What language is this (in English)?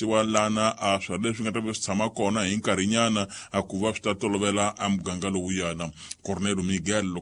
Tsonga